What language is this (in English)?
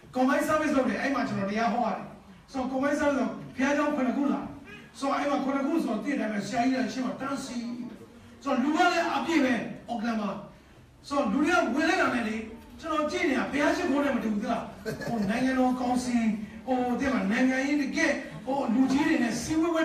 Burmese